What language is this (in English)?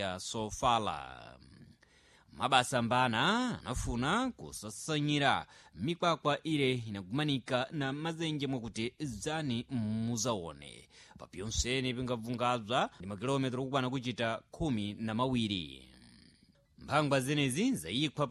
Sena